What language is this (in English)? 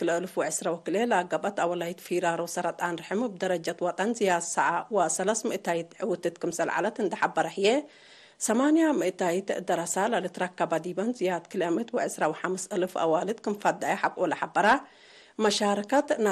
Tigre